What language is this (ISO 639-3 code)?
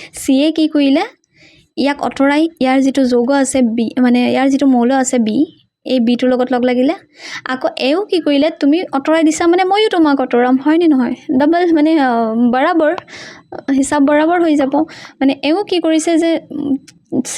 asm